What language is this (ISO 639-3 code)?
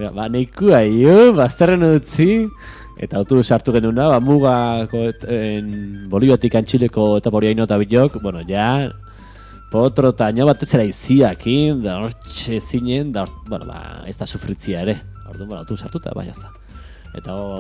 eus